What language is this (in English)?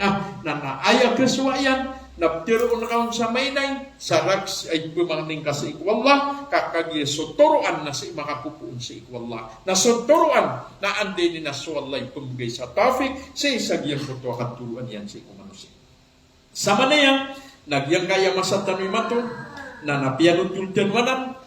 Maranao